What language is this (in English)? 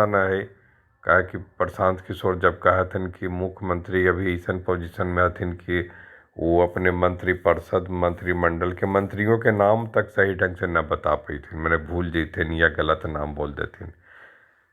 Magahi